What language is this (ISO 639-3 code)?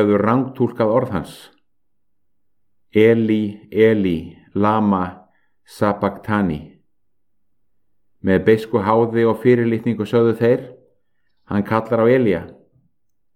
isl